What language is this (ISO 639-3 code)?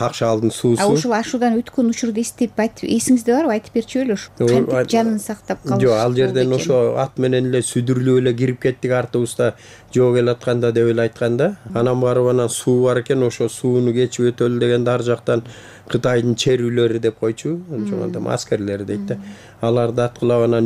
kir